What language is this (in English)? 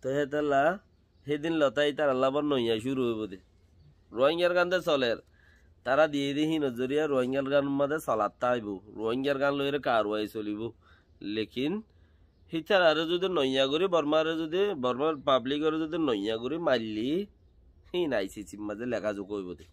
Rohingya